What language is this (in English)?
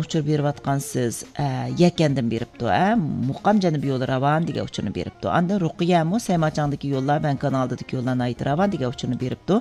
Uyghur